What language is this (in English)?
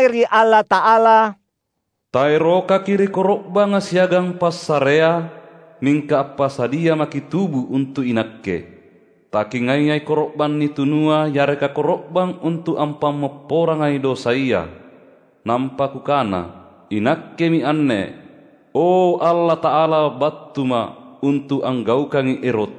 Makasar